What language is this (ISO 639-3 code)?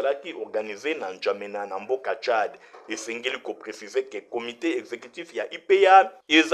lin